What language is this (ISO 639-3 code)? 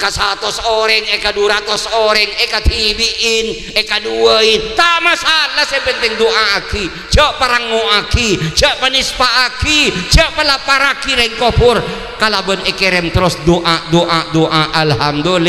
mad